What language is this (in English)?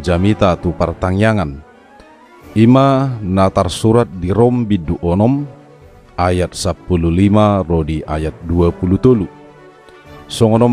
Batak Toba